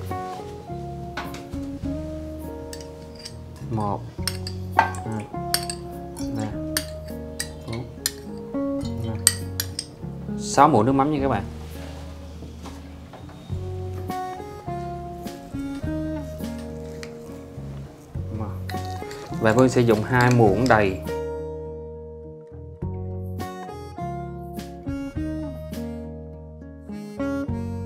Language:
Vietnamese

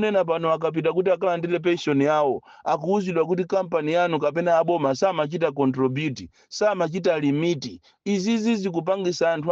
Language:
Nyanja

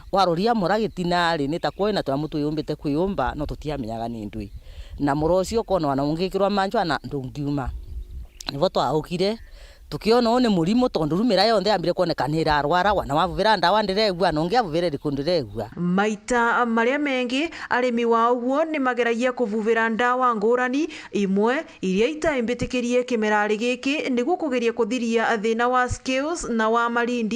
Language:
Meru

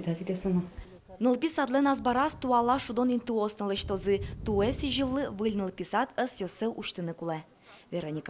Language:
Udmurt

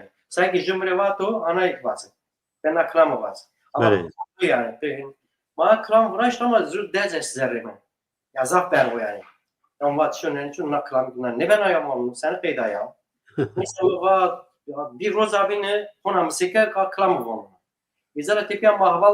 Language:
Zaza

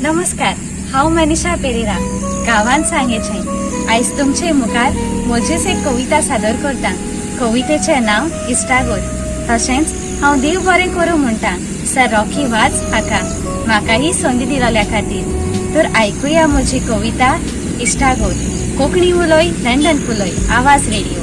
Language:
Konkani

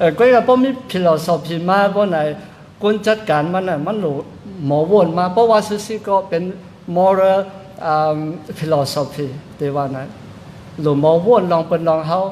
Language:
Shan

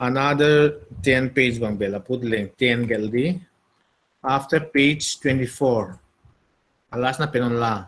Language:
Paite Chin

